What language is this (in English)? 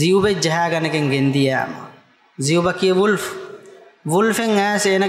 Divehi